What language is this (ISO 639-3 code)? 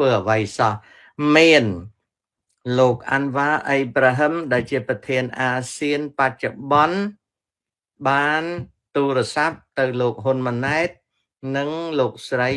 khm